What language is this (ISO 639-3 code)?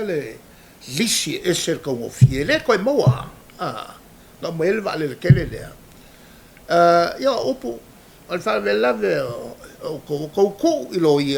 smo